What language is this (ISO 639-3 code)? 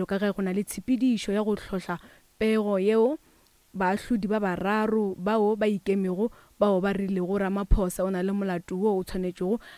nso